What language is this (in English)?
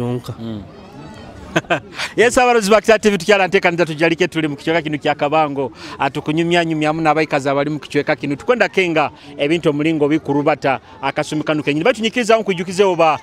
Nyoro